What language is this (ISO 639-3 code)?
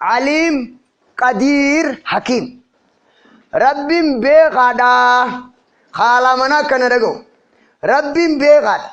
orm